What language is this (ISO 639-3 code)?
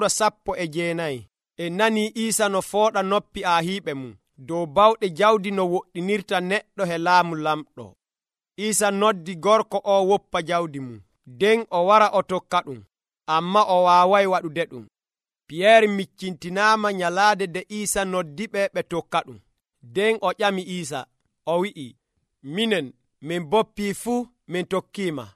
fuv